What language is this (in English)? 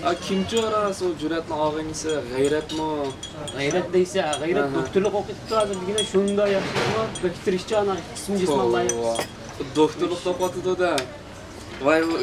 Uyghur